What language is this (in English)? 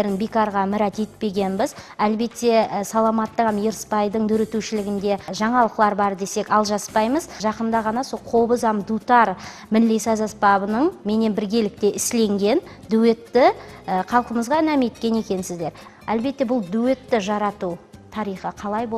Kara-Kalpak